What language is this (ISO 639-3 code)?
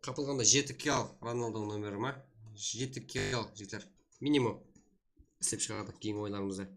kaa